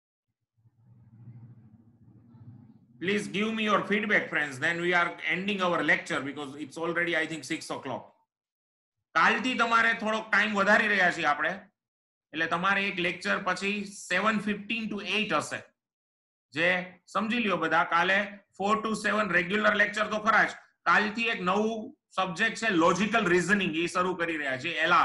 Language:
Gujarati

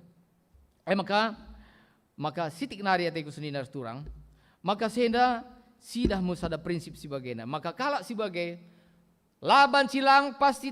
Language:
Batak Karo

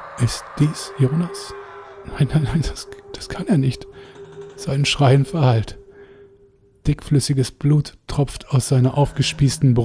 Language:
German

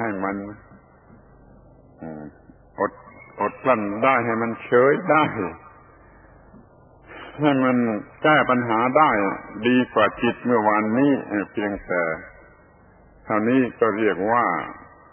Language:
Thai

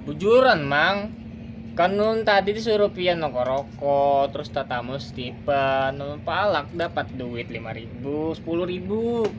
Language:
Banjar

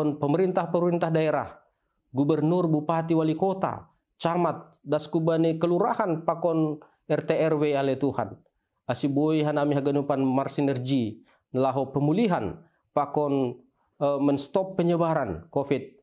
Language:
Batak Simalungun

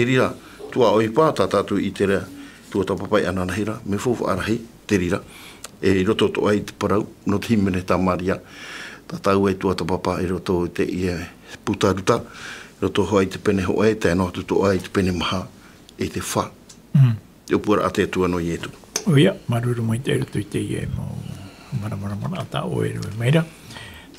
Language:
Tahitian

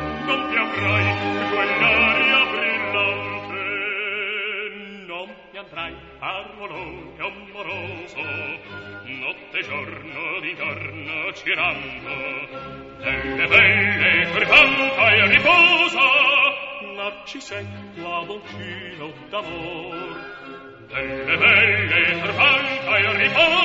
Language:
Italian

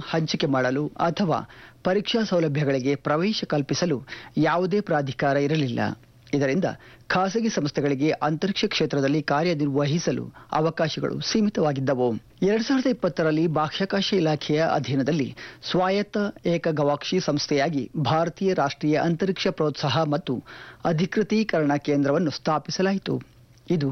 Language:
Kannada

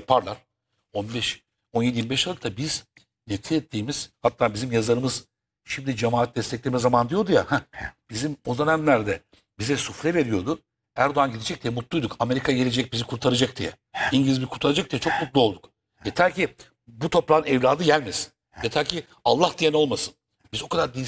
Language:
Turkish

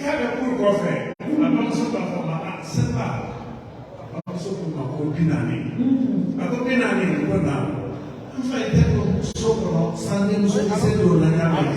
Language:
Bambara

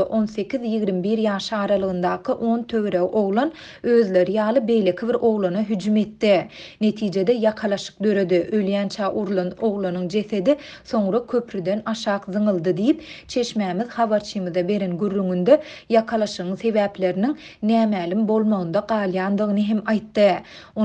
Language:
Turkmen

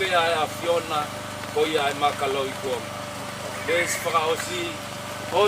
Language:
Tongan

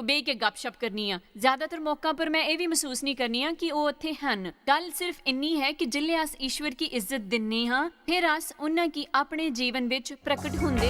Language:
Dogri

